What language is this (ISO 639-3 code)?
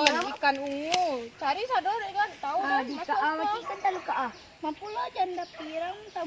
min